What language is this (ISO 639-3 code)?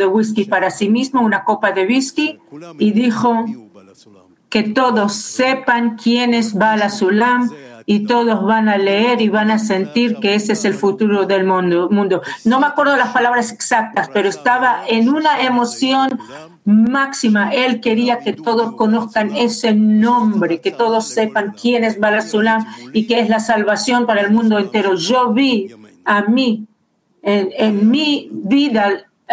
spa